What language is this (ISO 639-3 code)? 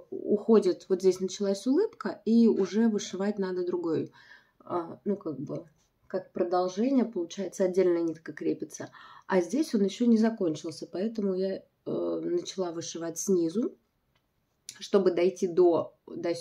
rus